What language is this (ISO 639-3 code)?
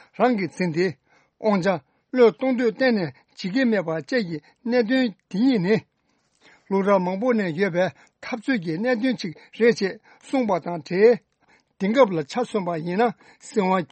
bod